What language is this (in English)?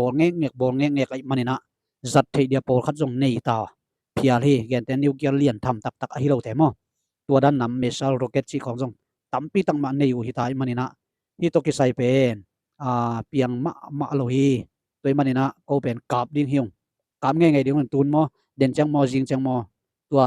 Tedim Chin